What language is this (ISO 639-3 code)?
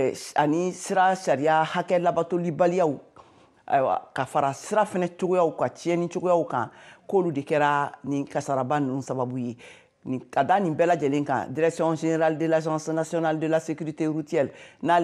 bam